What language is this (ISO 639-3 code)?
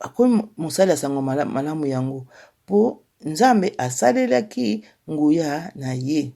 lin